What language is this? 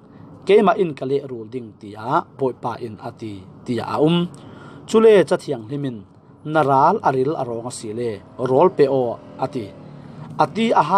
Falam Chin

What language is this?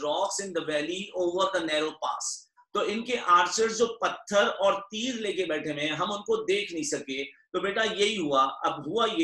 Hindi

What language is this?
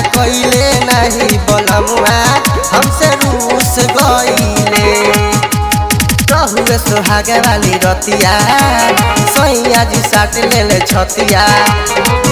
Bhojpuri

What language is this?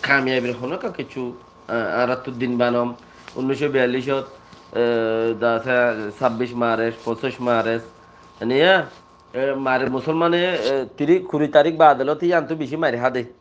Rohingya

